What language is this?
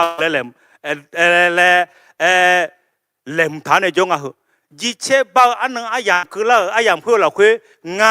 Akha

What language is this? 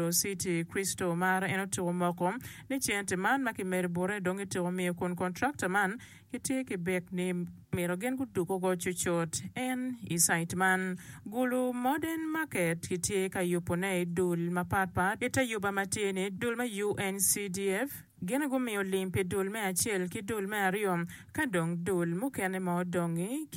Acoli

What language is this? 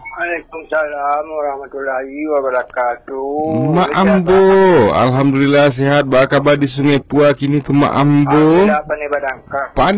Minangkabau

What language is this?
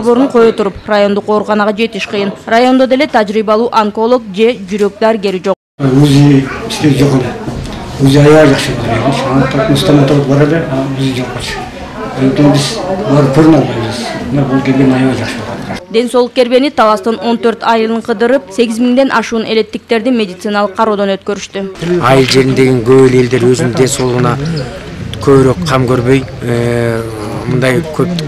Kyrgyz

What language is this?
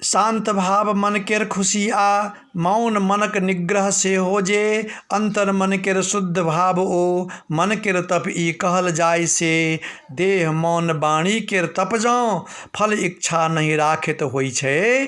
Maithili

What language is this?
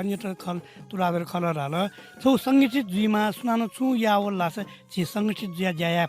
Newari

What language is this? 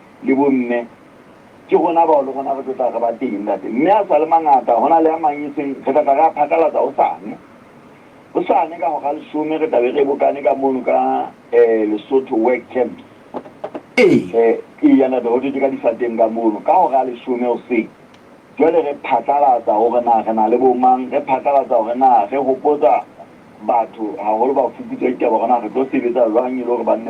Southern Sotho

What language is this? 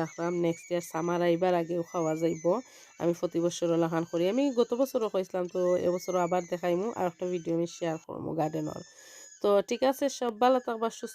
Sylheti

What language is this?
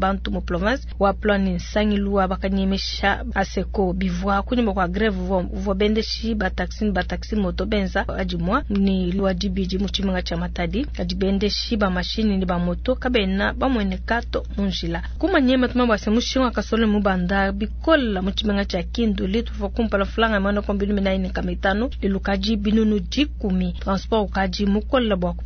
Luba-Lulua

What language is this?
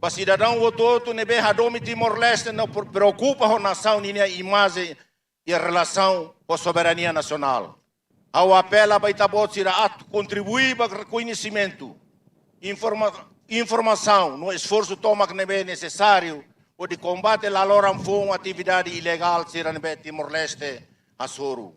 Tetum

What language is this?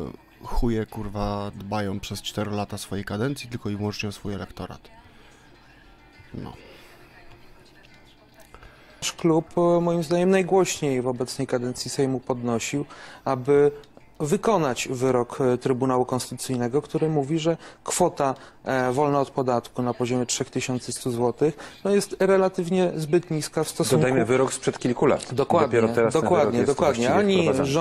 Polish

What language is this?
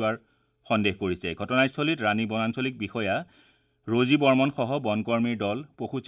Assamese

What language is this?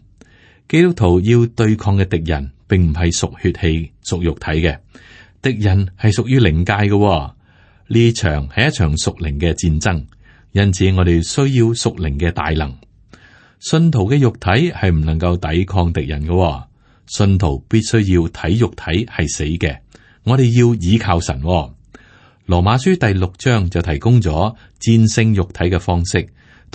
Cantonese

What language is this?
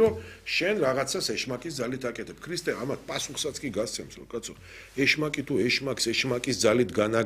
Georgian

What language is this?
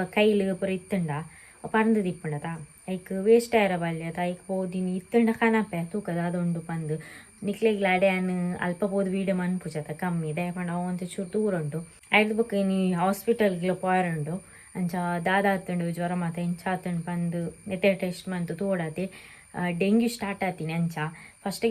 Tulu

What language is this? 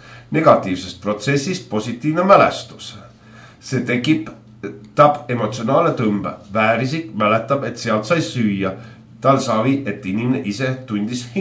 Estonian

